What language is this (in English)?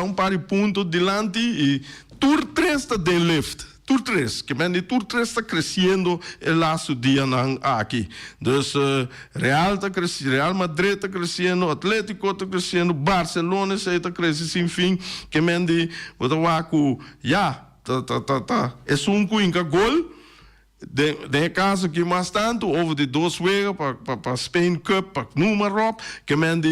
Papiamento